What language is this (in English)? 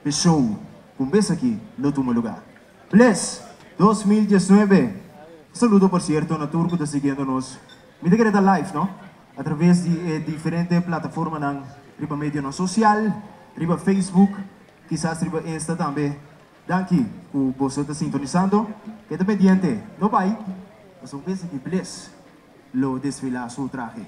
Papiamento